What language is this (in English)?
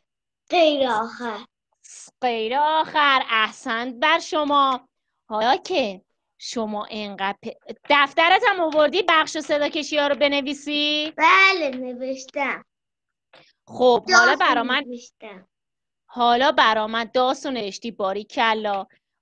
Persian